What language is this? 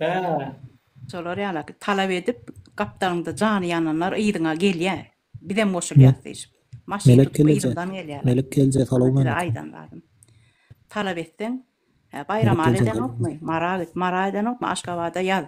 Turkmen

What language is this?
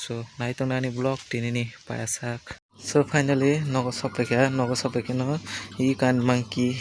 Kok Borok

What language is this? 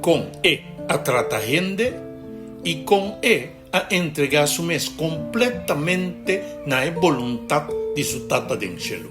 Papiamento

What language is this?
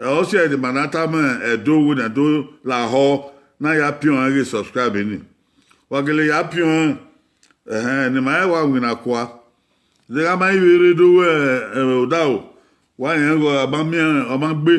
Bini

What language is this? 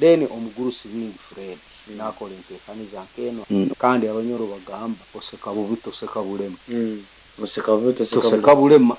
Nyankole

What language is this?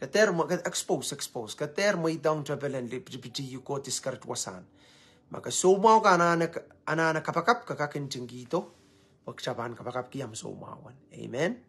Pohnpeian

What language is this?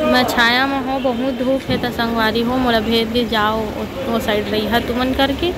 Chhattisgarhi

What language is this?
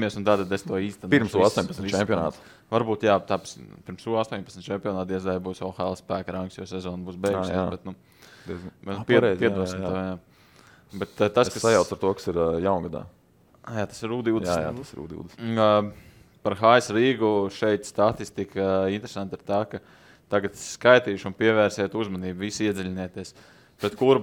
Latvian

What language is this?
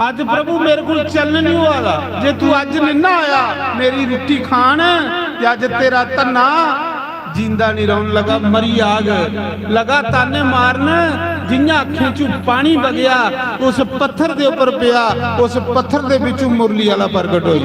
Dogri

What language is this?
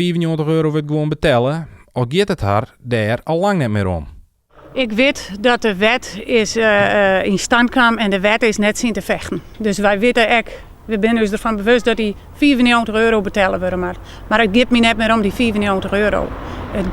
Western Frisian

